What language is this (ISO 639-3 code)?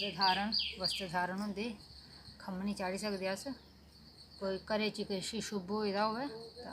doi